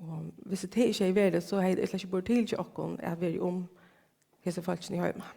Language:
Faroese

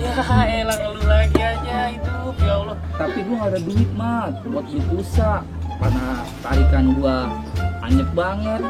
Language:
Betawi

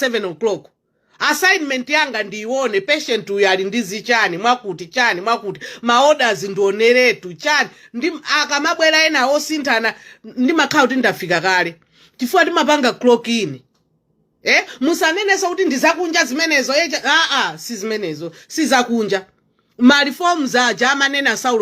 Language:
Nyanja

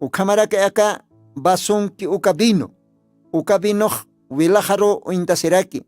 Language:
Aymara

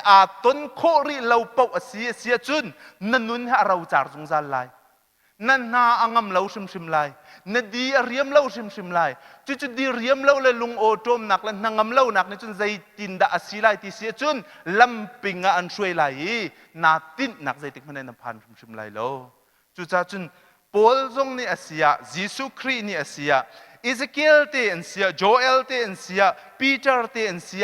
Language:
Hakha Chin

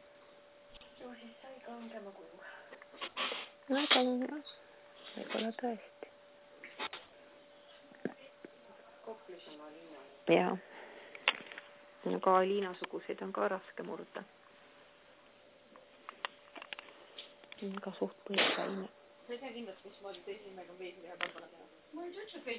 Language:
Estonian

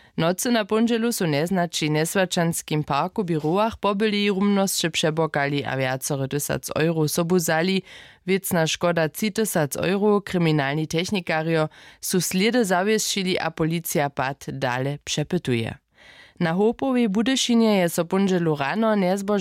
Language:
Upper Sorbian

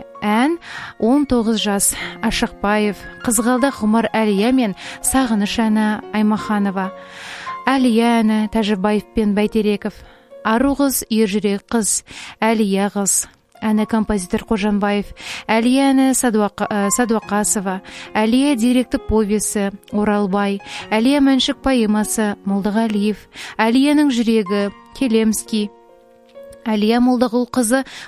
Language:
Kazakh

